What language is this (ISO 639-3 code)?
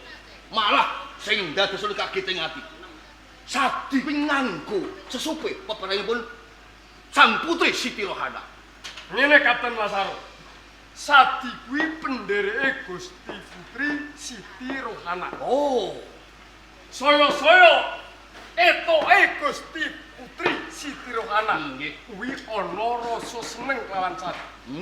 jav